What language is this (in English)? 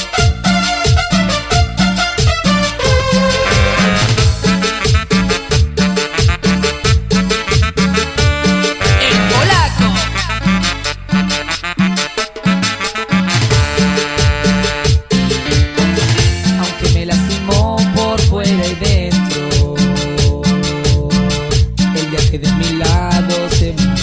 Spanish